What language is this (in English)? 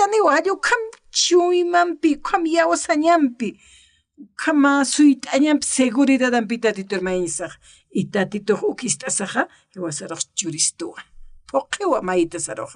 Aymara